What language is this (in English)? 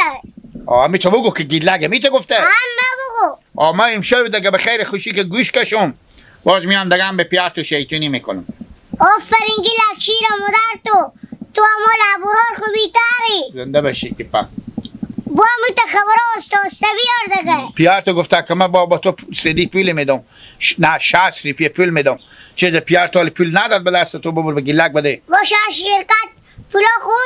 Hazaragi